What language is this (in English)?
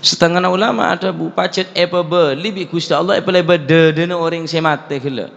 Madurese